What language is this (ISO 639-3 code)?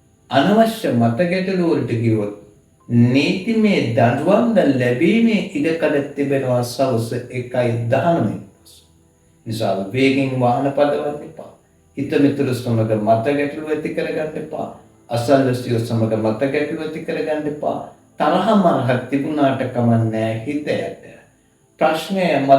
sin